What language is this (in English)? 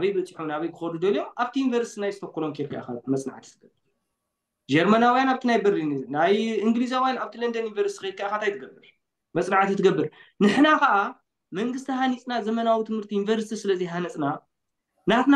Tigrinya